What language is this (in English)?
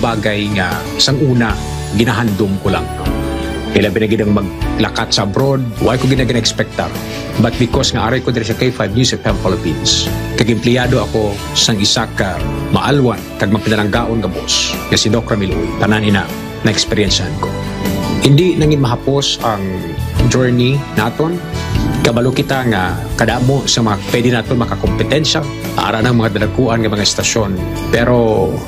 Hiligaynon